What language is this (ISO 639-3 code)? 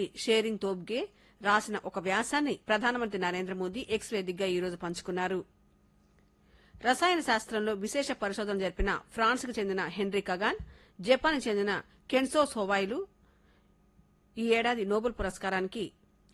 tel